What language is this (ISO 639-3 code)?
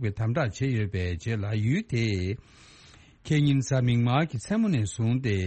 bod